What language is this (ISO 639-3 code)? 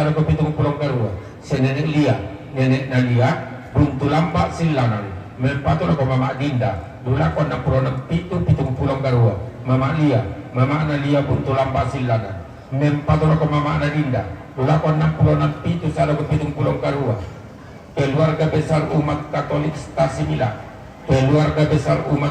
sda